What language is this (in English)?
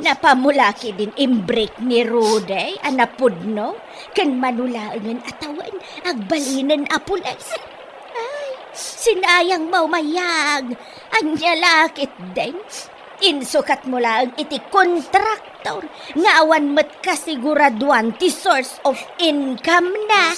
Iloko